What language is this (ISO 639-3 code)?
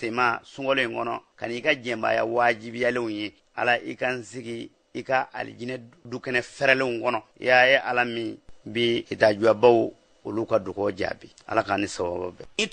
bam